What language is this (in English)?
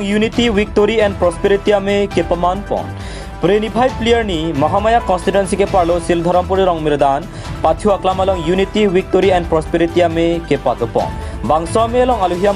Karbi